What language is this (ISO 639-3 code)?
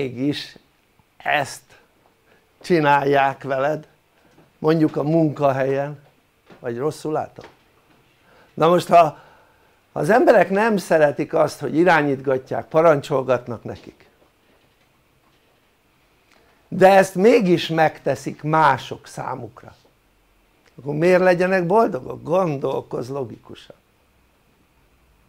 hun